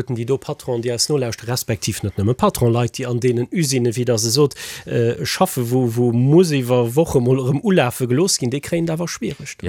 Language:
Luxembourgish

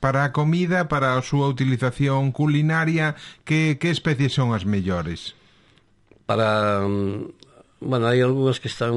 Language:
Galician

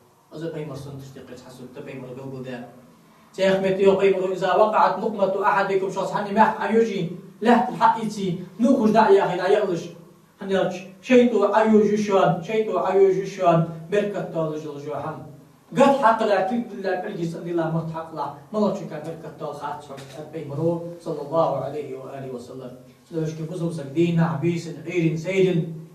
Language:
Ingush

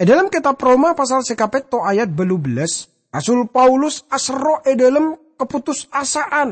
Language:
Madurese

